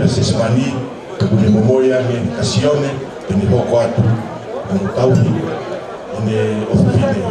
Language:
Tongan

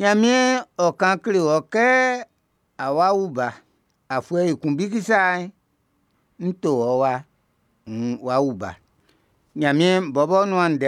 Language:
Baoulé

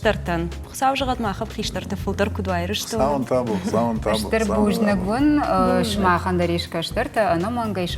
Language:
Ossetic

